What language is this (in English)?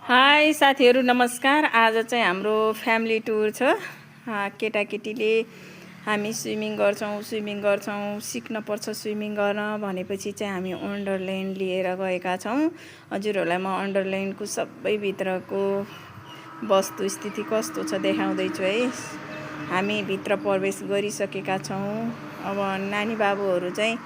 Nepali